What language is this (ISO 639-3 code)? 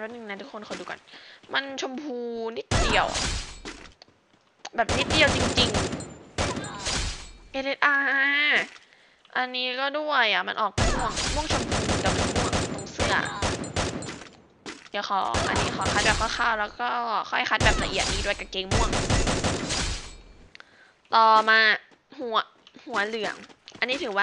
tha